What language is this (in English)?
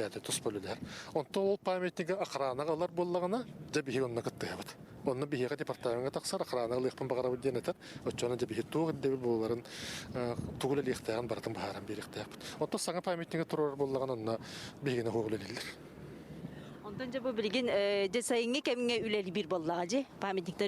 Yakut